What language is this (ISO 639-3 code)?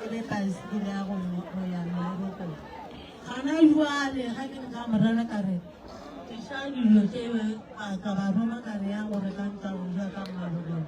nso